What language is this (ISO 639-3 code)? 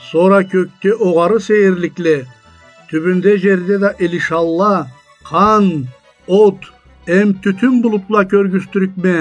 krc